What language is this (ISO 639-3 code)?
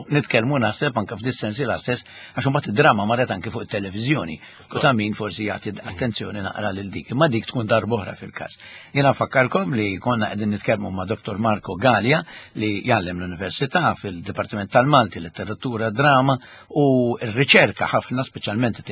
mlt